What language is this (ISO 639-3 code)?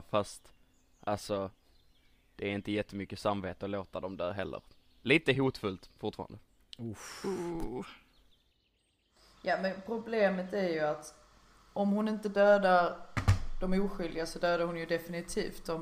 swe